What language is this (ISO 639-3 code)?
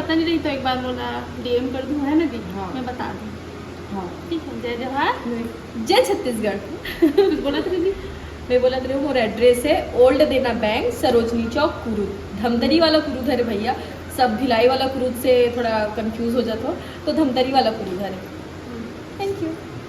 hne